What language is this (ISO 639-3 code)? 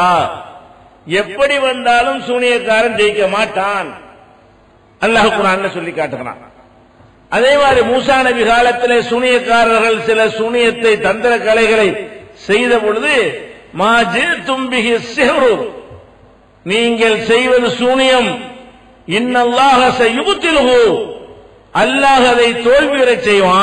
tam